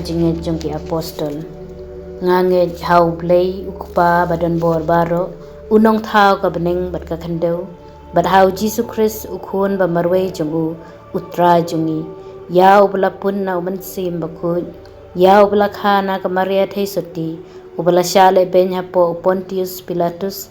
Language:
Khasi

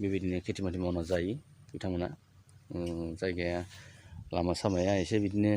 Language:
Bodo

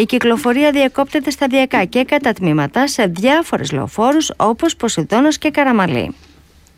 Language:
Greek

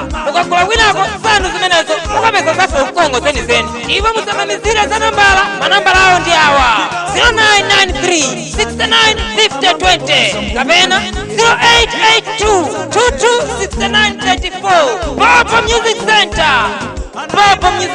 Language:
Nyanja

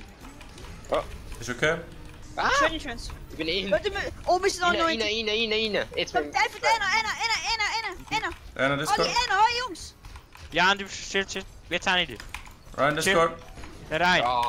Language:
Swiss German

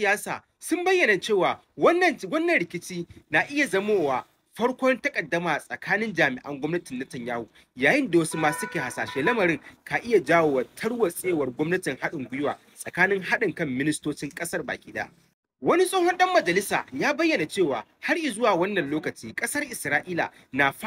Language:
Hausa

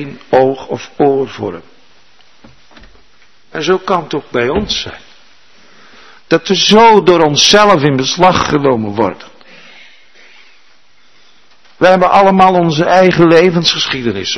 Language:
Dutch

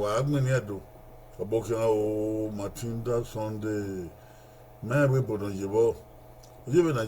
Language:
Bini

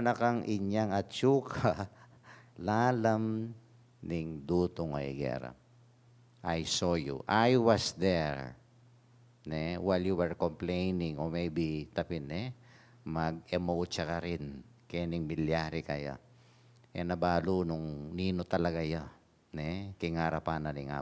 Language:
Pampanga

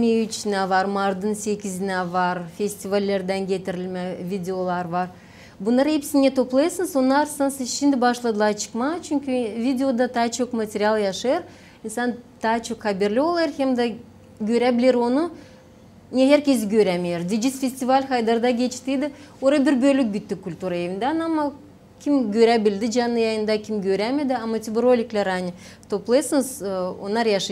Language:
Gagauz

